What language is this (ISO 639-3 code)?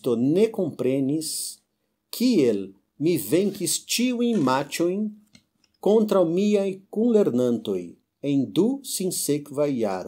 epo